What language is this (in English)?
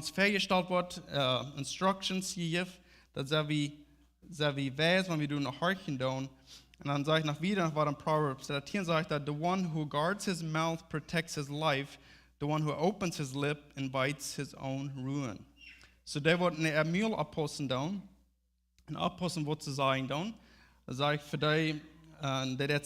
Plautdietsch